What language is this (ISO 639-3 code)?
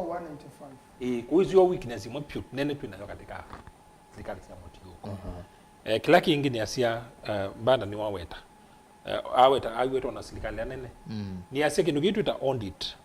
kam